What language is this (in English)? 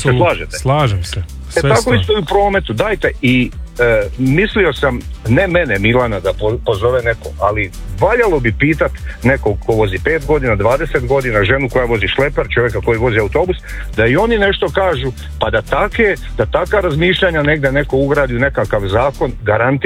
Croatian